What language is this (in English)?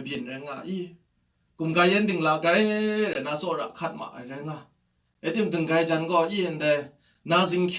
Kachin